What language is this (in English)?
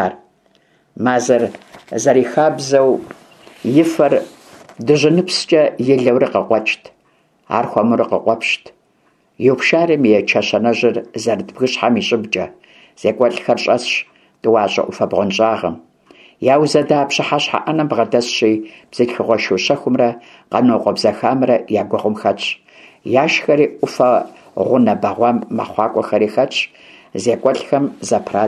Kabardian